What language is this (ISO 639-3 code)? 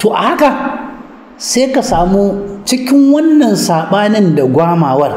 hau